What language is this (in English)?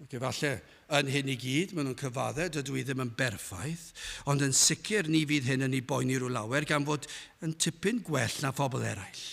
Welsh